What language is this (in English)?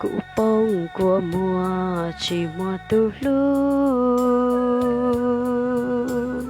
Hmong